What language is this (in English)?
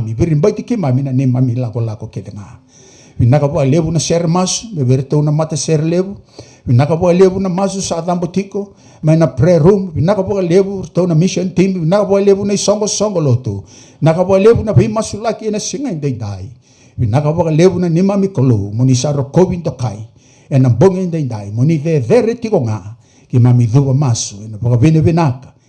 Fijian